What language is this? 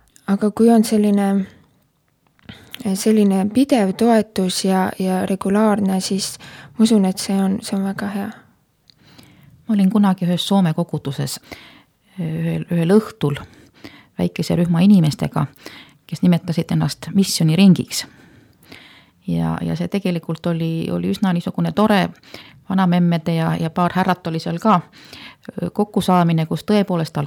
Estonian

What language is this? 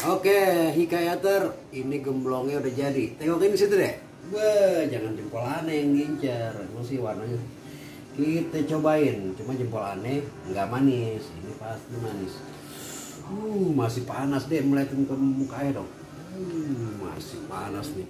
Betawi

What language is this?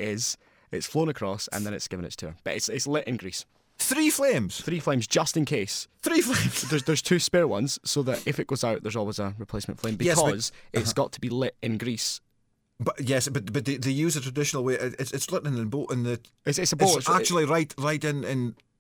English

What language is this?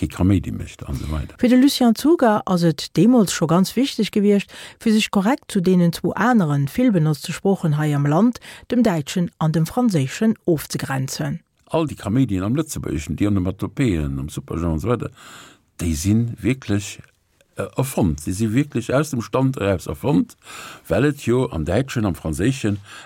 Luxembourgish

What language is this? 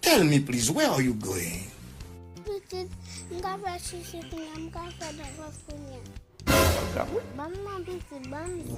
Haitian Creole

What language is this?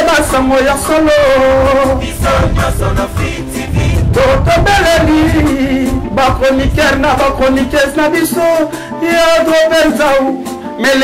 Lingala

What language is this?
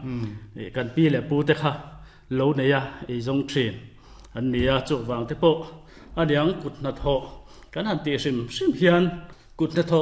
Mizo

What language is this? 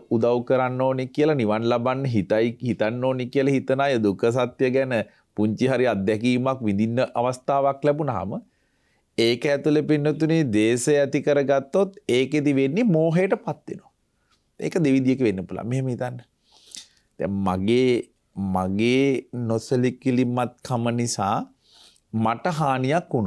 Sinhala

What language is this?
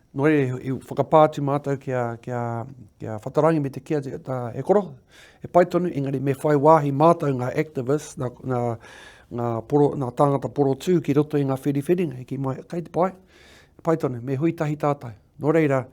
Māori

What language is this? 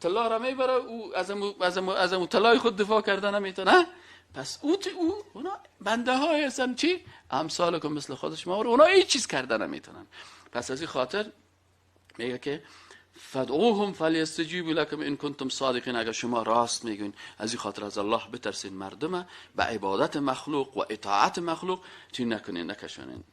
Persian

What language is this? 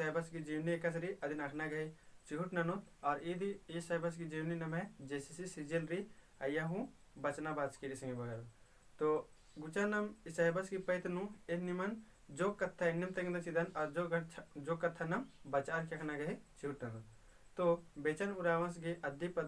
Kurukh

